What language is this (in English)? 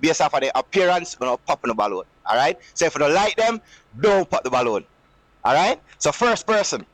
Jamaican Creole English